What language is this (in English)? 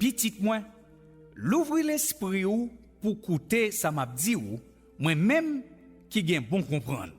Haitian Creole